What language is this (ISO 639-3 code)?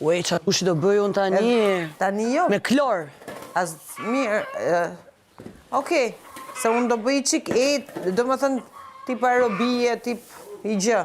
sqi